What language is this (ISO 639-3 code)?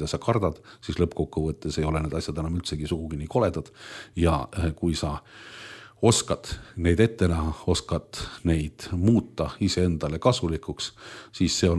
est